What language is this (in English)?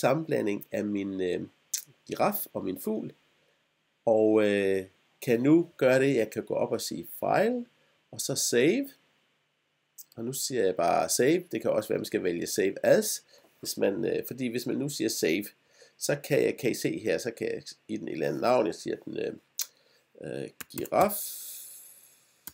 Danish